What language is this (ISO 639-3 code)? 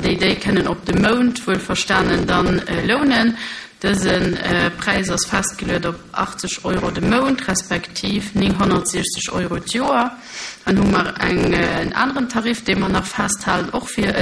ltz